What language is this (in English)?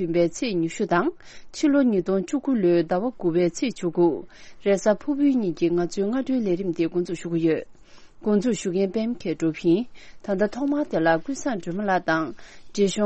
Tibetan